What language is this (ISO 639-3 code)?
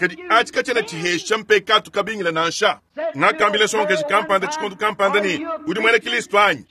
lua